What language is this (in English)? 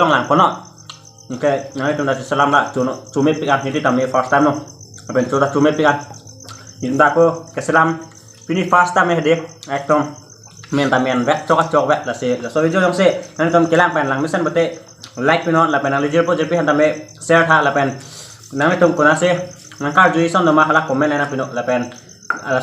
Karbi